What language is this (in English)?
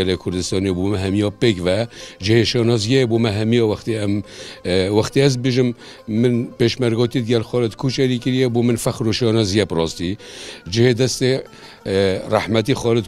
Kurdish